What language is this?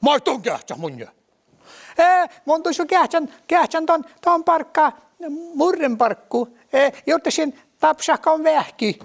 Northern Sami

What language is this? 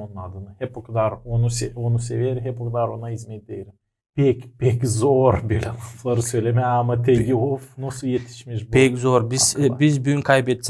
Gagauz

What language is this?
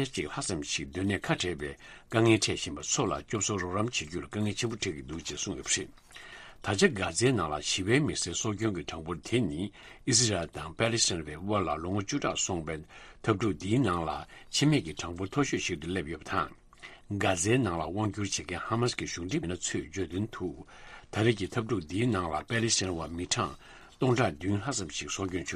Tibetan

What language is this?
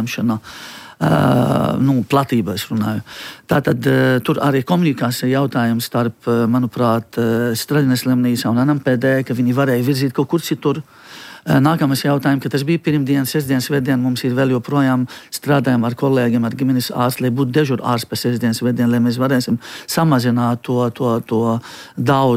Latvian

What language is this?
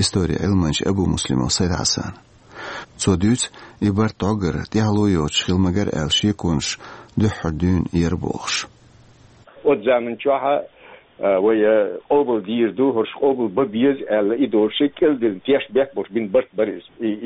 Chechen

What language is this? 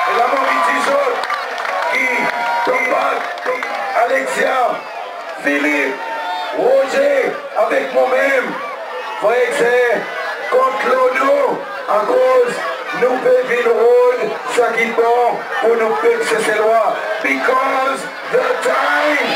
Seselwa Creole French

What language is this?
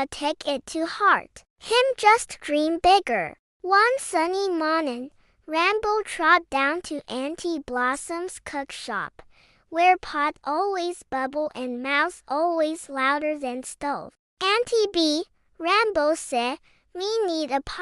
Jamaican Creole English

